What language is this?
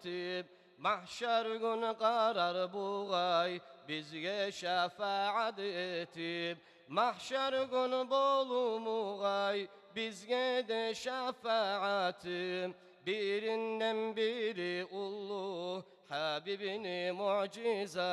Kumyk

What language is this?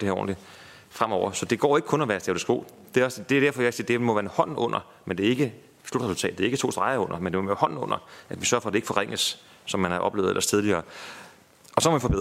Danish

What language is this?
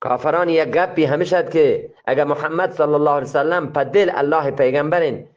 Eastern Balochi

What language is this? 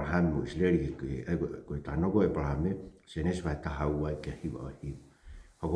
Tongan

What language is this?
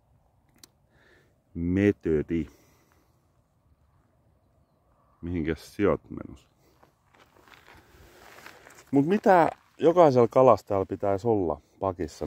Finnish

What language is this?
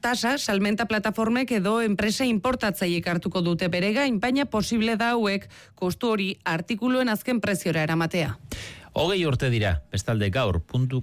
Basque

